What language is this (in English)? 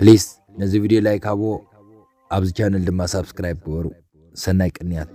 Tigrinya